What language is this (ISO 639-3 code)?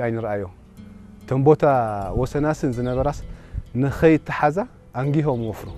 tir